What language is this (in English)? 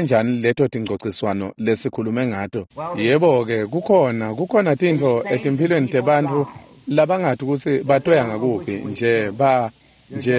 Swati